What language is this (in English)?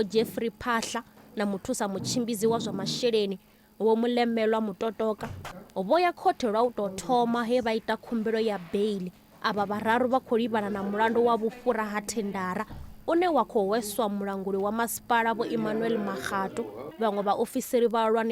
Venda